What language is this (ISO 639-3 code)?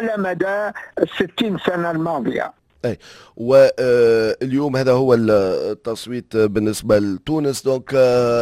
aeb